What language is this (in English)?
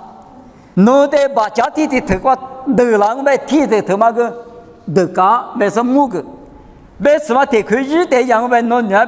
Lisu